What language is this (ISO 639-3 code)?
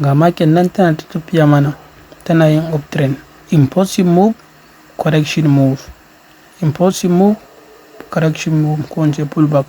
hau